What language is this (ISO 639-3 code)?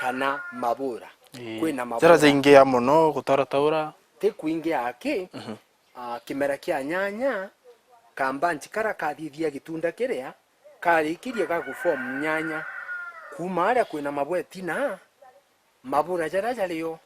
mer